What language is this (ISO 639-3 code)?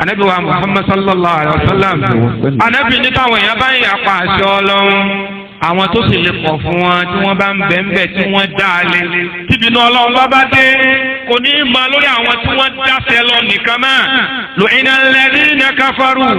yor